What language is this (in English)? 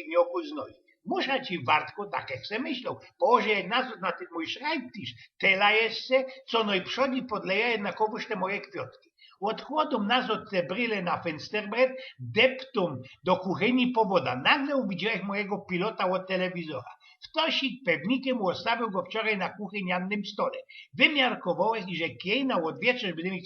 Silesian